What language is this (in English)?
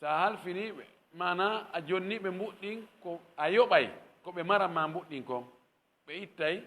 Fula